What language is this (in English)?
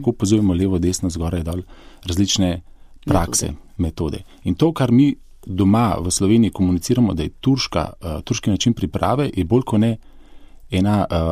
Slovenian